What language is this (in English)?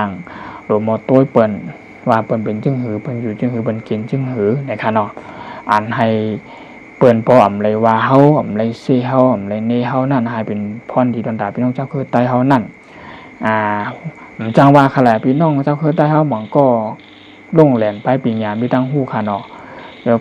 Shan